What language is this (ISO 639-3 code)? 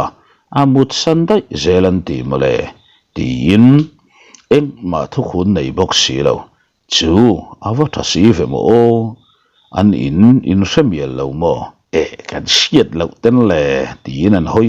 lus